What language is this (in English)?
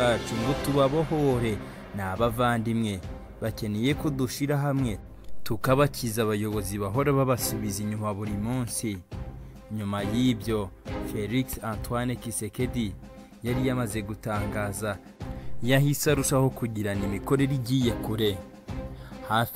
Kinyarwanda